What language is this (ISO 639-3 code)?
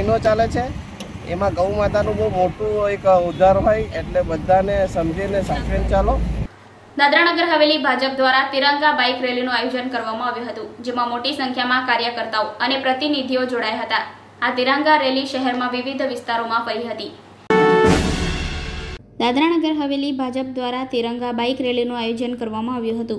guj